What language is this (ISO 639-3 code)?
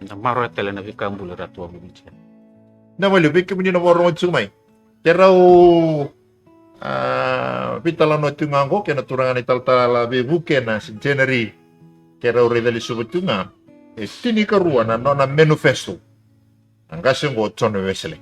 fij